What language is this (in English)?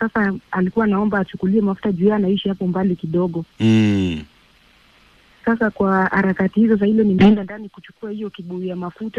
Swahili